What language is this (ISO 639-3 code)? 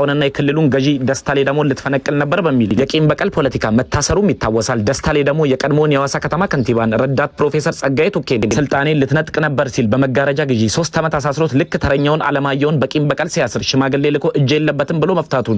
amh